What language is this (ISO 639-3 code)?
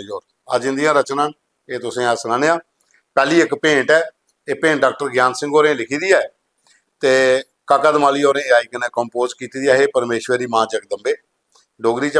doi